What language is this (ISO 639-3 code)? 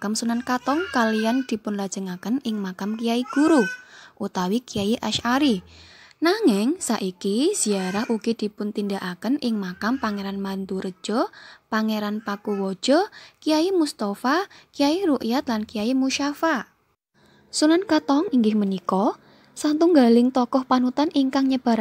jav